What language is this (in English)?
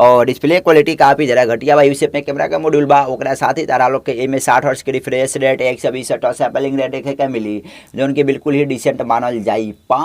Bhojpuri